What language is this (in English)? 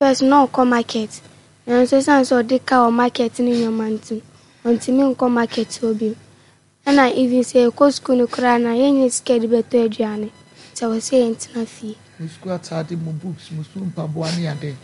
Akan